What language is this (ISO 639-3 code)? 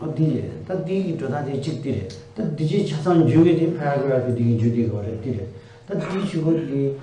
bod